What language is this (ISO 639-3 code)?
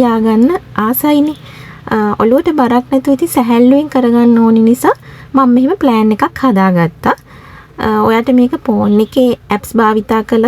sin